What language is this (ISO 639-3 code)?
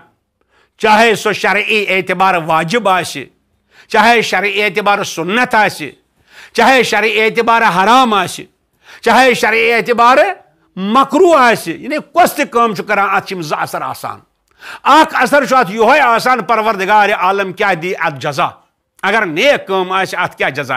kas